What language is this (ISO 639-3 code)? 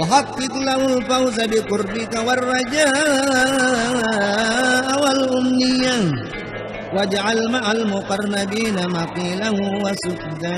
bug